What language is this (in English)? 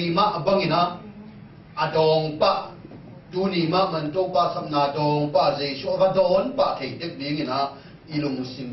Tedim Chin